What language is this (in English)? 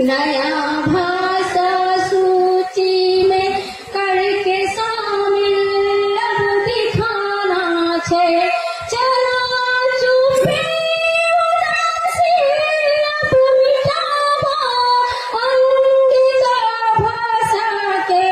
Angika